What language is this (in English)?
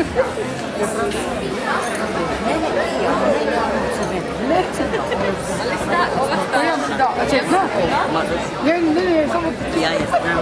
Croatian